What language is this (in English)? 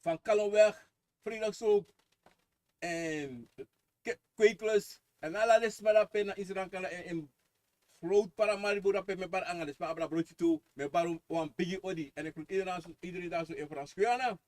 Sranan Tongo